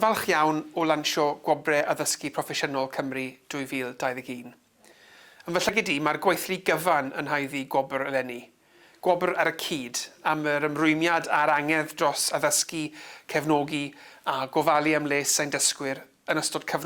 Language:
Welsh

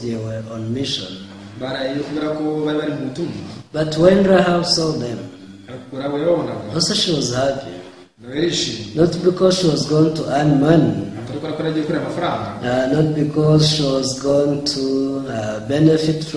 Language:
Kinyarwanda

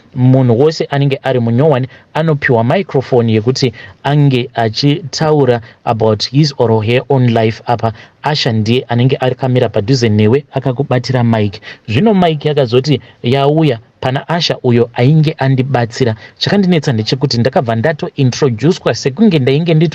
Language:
Shona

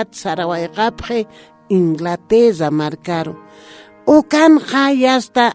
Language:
Aymara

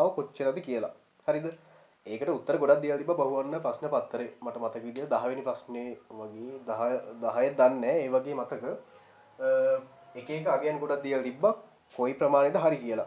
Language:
Sinhala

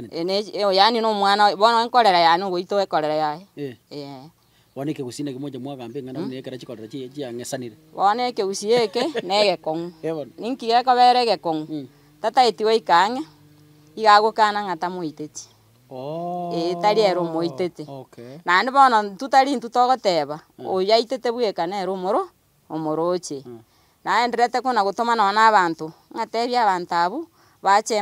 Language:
Gusii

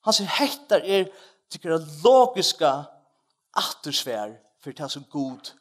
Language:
Faroese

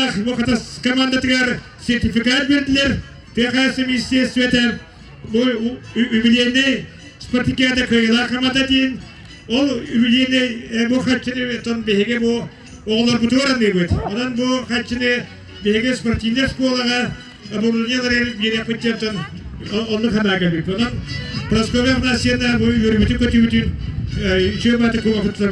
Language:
Yakut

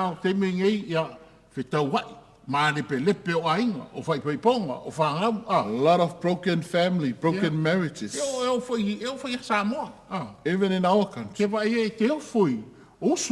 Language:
Samoan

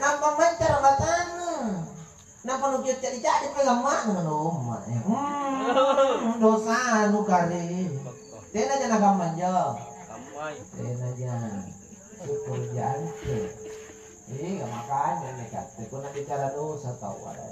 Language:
Makasar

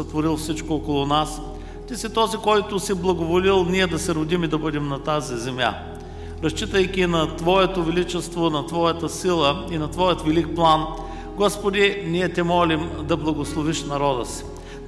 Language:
Bulgarian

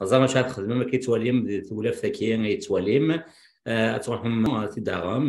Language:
Kabyle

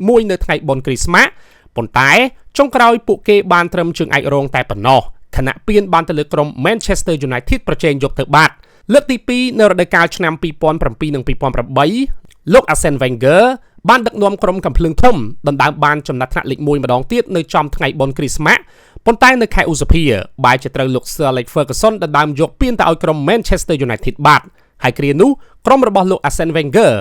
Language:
Khmer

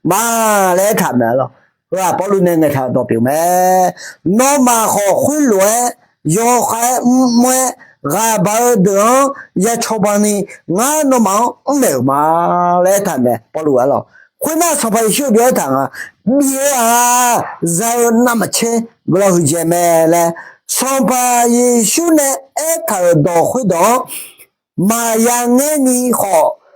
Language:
Akha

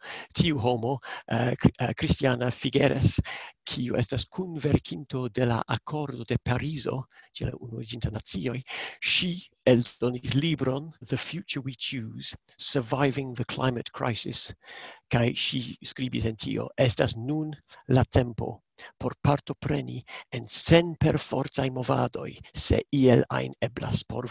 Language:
Esperanto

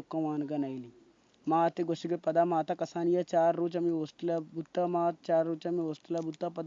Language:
Baluchi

